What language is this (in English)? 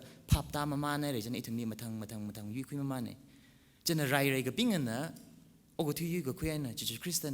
Tangkhul Naga (India)